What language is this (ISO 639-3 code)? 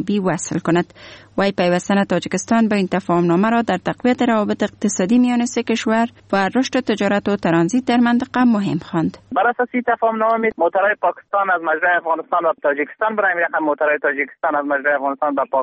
fas